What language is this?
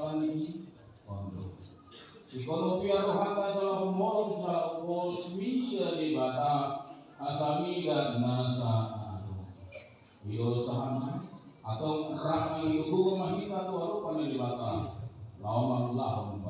Batak Toba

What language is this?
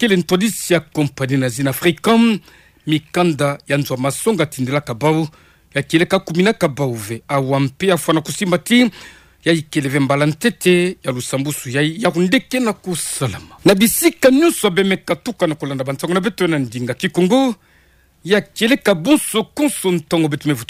Kituba (Democratic Republic of Congo)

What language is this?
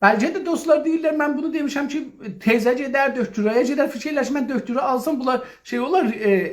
South Azerbaijani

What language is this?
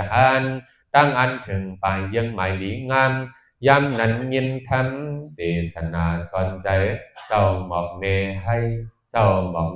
Shan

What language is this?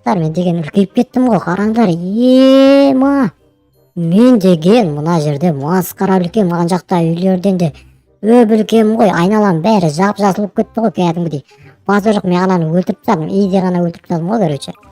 Kazakh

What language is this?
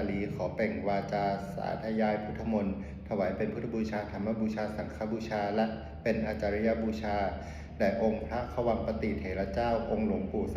Pali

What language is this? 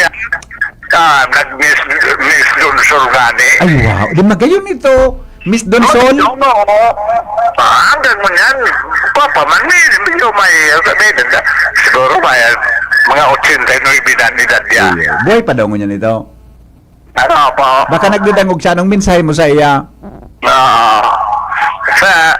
Bikol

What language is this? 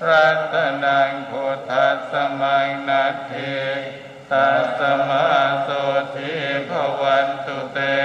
Pali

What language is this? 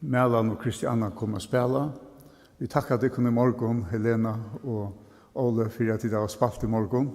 Faroese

